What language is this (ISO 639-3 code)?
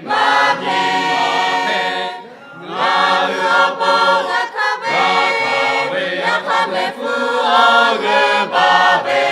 lhu